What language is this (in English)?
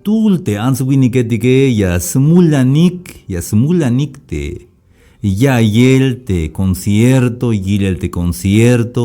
Tzeltal